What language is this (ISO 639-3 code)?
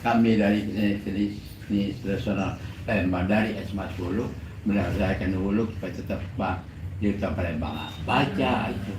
mui